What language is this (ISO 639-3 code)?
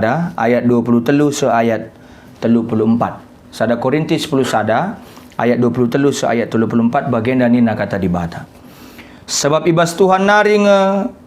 btx